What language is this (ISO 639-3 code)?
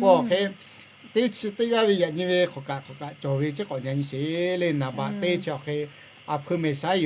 lhu